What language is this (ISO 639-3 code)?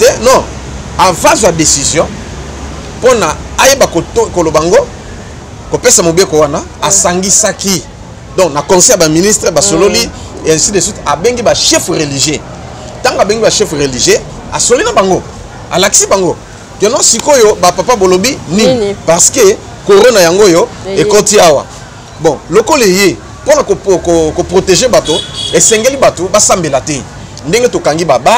lin